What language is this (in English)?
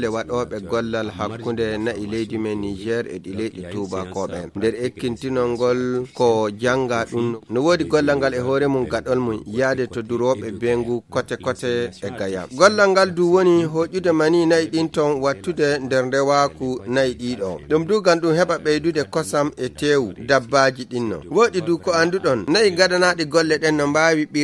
Fula